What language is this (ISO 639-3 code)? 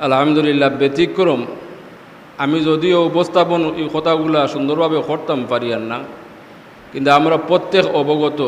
syl